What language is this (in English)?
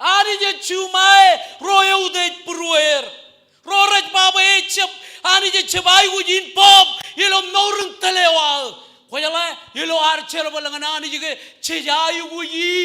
Marshallese